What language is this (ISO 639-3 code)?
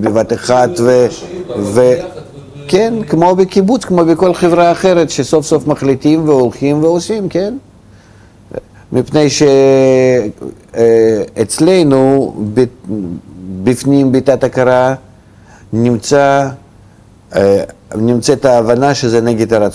heb